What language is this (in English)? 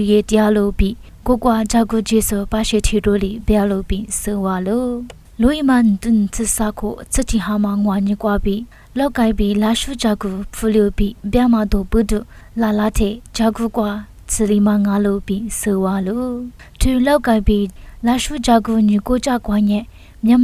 Lisu